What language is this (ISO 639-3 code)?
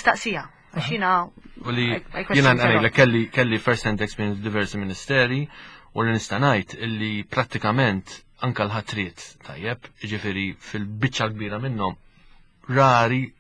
mlt